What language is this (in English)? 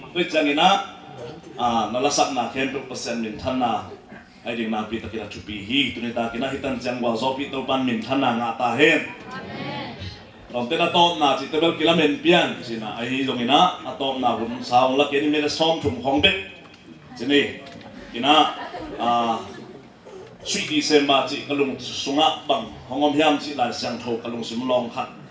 Tedim Chin